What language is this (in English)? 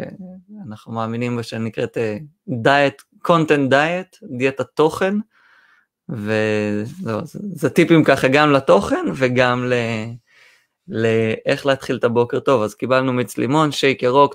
Hebrew